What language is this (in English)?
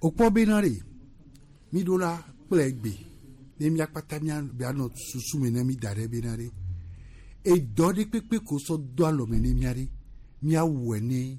Gen